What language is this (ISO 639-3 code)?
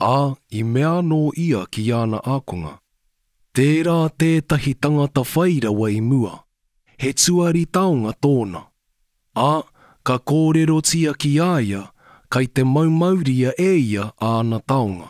mri